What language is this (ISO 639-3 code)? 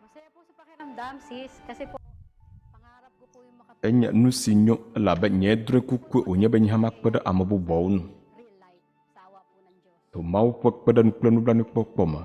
ewe